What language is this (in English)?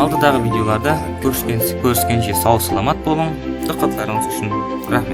Kara-Kalpak